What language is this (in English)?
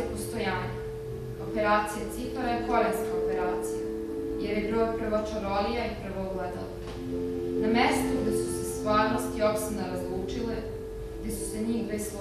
Serbian